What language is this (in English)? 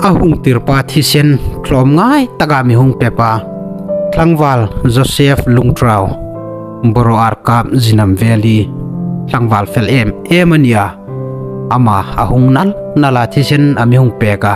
Hmar